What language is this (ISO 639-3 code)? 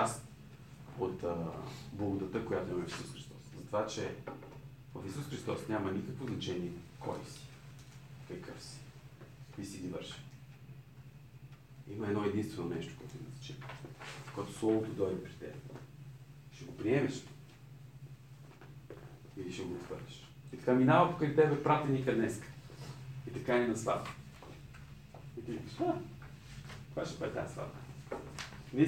bul